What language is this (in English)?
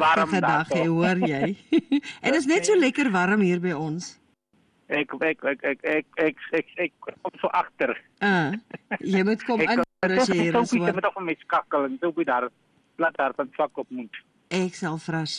Afrikaans